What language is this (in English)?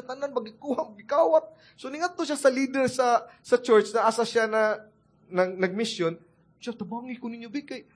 Cebuano